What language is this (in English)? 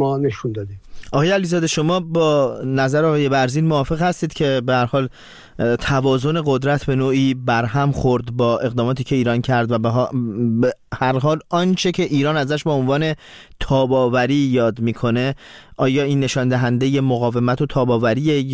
Persian